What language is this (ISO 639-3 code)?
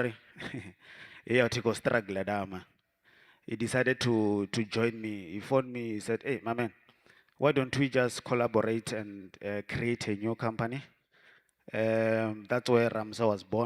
ven